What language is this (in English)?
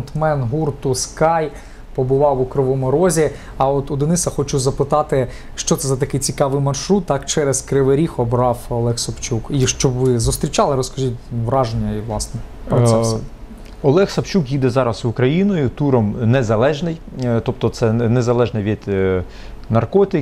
Ukrainian